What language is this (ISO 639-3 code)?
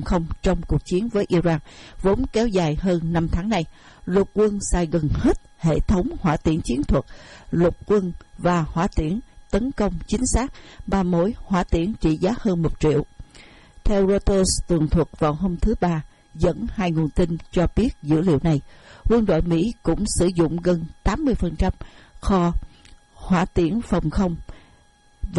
vie